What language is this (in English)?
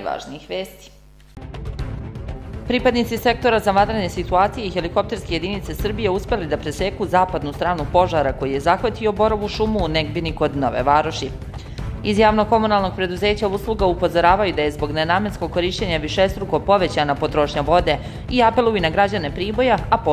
Serbian